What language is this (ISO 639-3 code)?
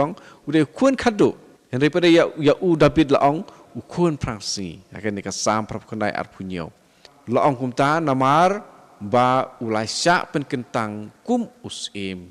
kha